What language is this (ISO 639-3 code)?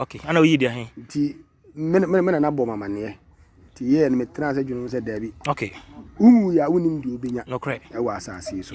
aka